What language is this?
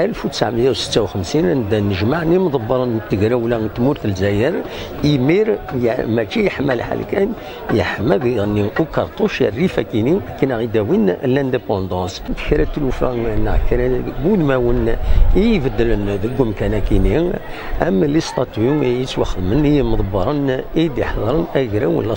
Kabyle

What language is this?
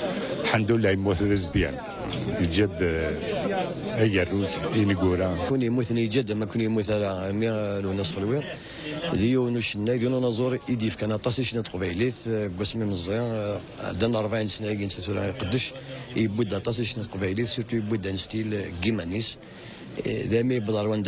Kabyle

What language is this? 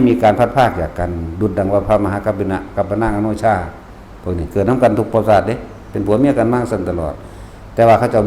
Northeastern Thai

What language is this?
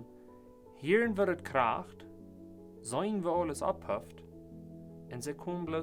Plautdietsch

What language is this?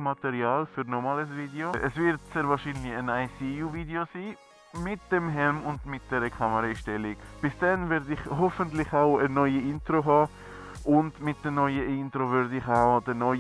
Swiss German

